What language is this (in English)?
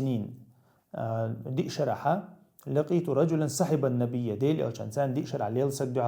Chechen